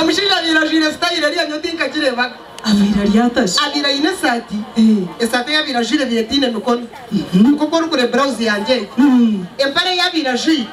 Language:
Nyankole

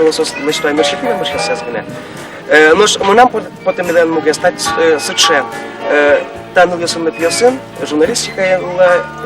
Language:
Udmurt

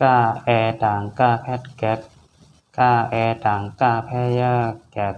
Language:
Shan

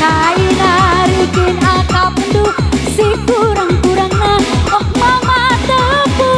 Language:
Batak Karo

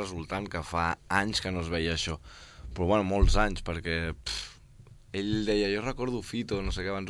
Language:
Catalan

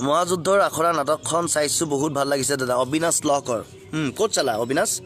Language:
Assamese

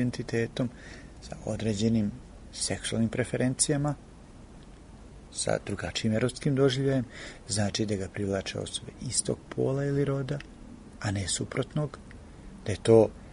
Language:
Serbian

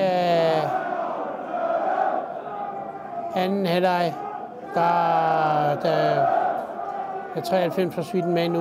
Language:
Danish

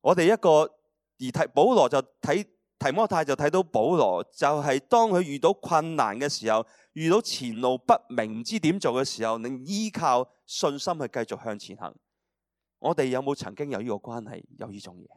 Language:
Cantonese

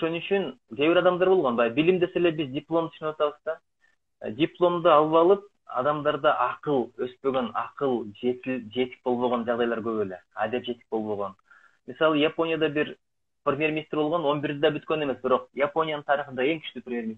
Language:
Kyrgyz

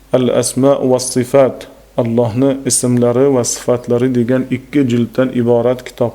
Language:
Uzbek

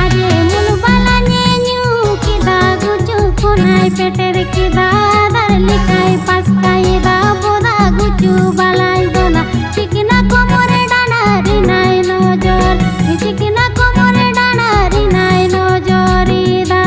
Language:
Santali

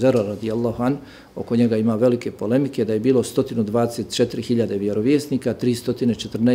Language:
Bosnian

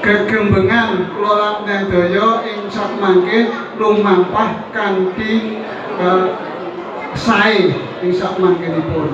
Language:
Javanese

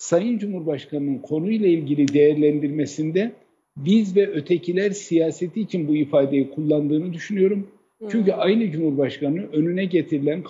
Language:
Turkish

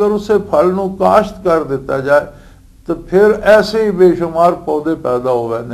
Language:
Western Panjabi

